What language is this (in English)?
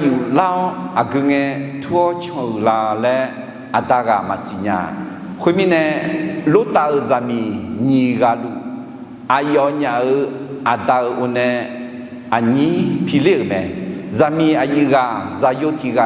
Akha